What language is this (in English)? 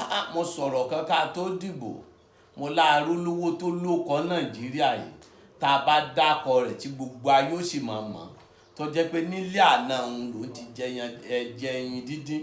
Yoruba